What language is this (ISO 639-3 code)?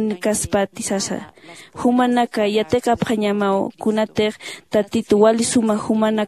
aym